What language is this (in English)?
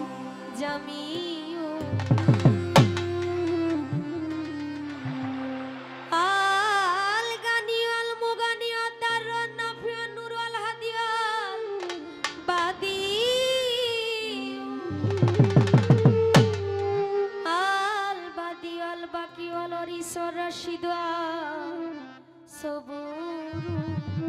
Bangla